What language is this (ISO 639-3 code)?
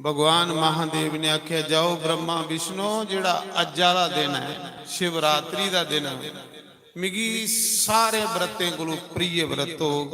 doi